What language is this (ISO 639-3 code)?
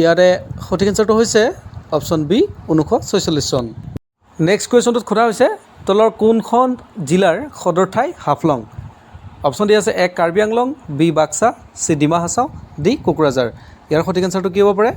asm